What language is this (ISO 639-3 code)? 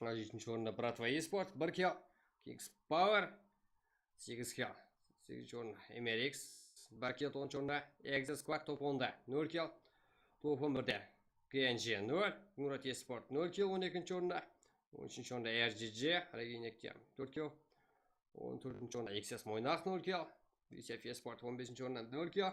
kaa